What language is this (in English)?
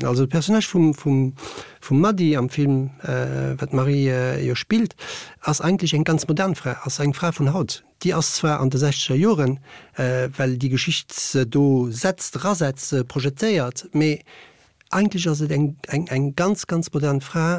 Luxembourgish